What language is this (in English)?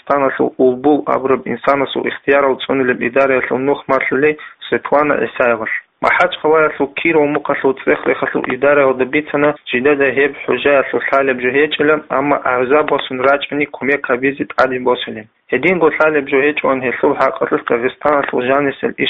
Avaric